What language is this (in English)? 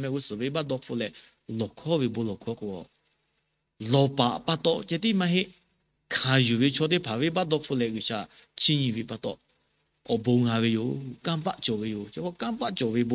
Lahu